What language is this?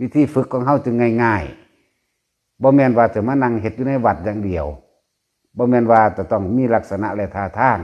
Northeastern Thai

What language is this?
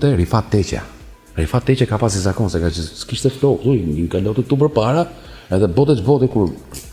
Albanian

